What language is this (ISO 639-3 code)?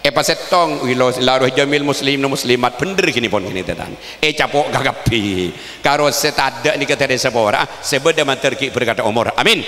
mad